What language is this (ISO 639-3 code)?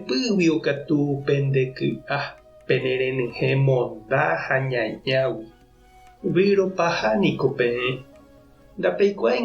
grn